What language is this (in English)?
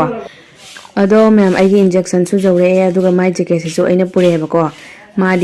Manipuri